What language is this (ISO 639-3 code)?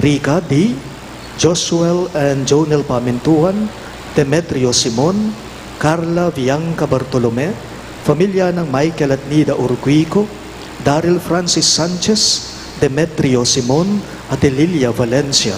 pam